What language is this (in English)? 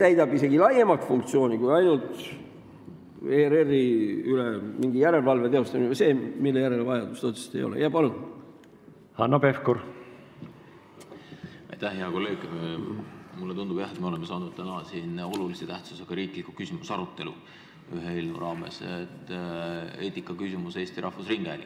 Estonian